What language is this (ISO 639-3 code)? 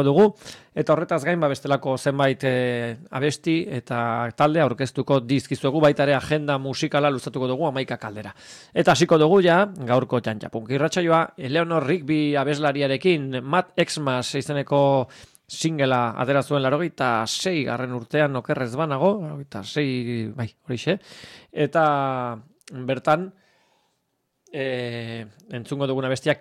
eus